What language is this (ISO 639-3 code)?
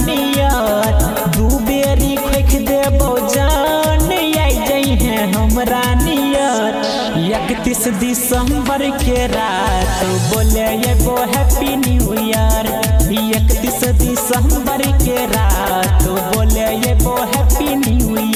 bho